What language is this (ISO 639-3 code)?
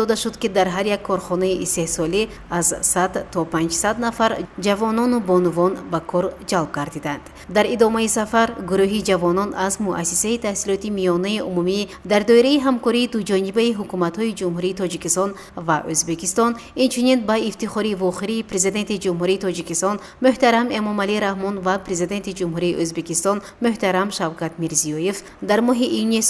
tgk